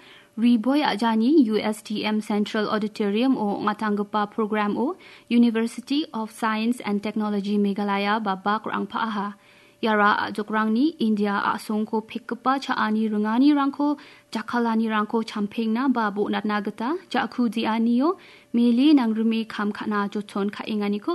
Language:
Garo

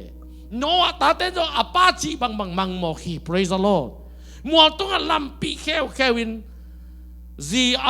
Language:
Tedim Chin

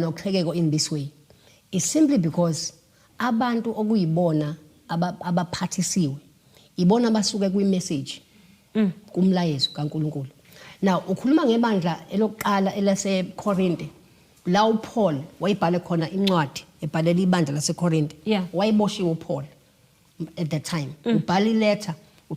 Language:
Zulu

